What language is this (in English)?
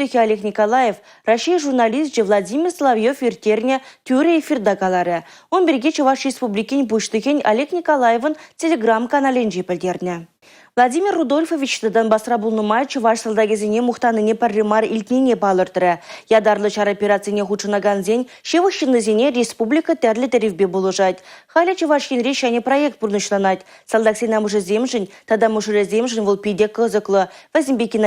Chuvash